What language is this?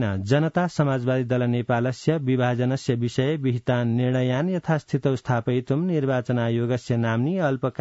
Sanskrit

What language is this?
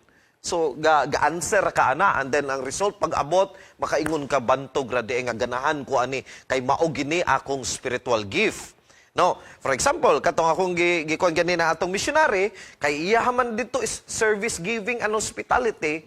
Cebuano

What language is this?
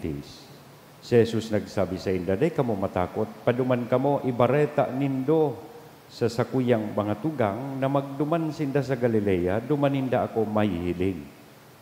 Bikol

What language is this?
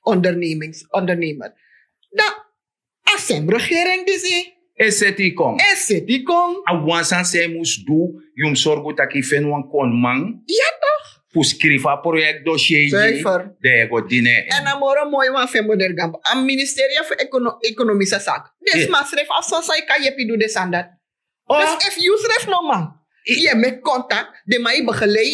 Sranan Tongo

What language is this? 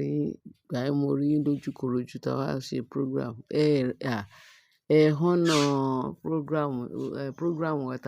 Yoruba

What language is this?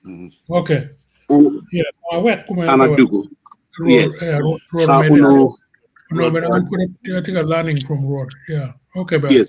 Acoli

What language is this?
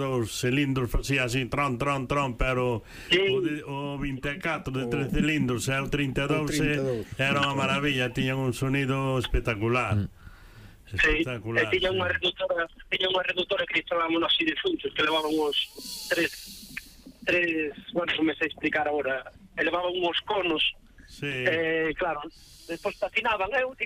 Galician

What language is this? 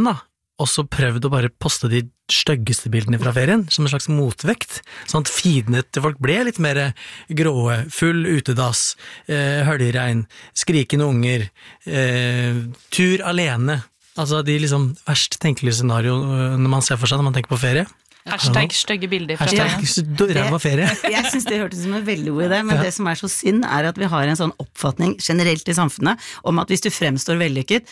Norwegian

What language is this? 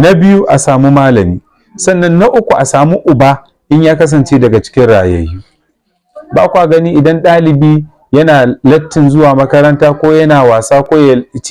Hausa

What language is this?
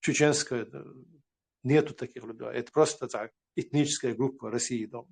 Chechen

